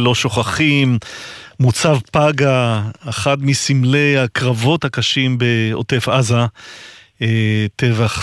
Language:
Hebrew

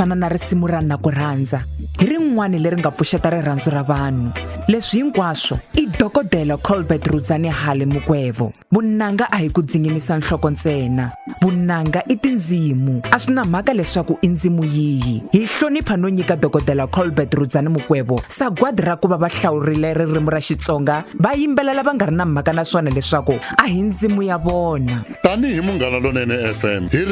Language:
Tsonga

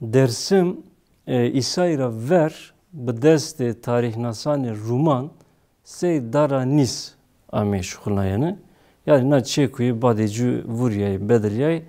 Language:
Zaza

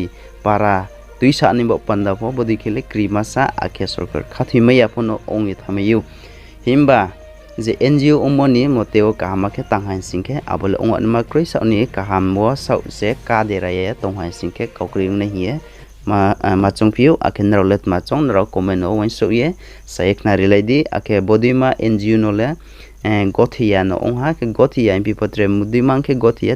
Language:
Riang (India)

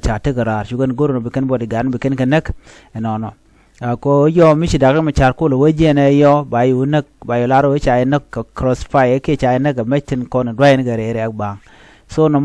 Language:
Nuer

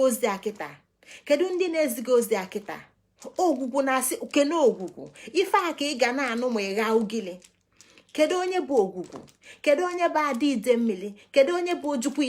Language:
Igbo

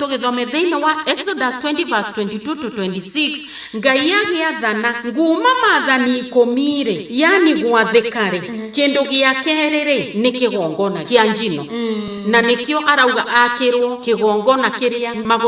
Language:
Kikuyu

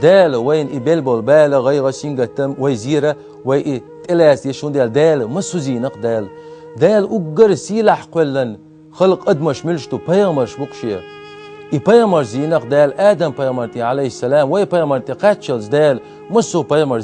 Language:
Chechen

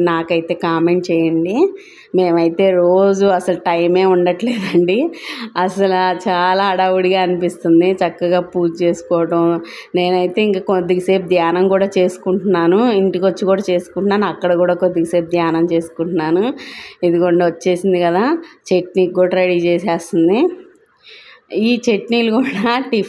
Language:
Telugu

